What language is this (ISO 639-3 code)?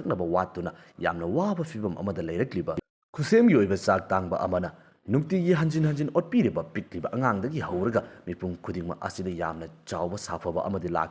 mni